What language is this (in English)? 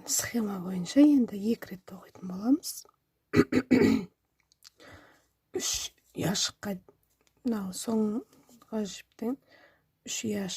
Kazakh